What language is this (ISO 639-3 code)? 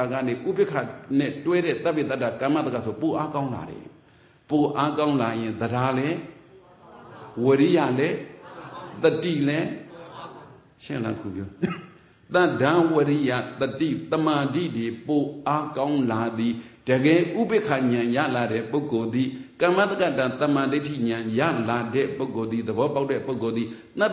mya